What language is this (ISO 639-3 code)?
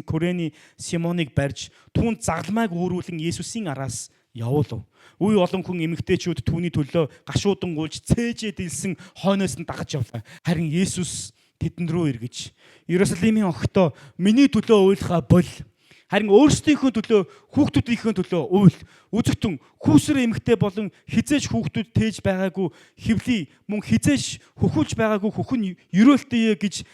mon